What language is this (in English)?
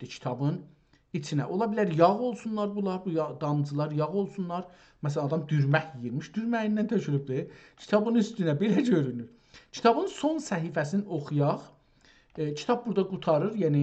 South Azerbaijani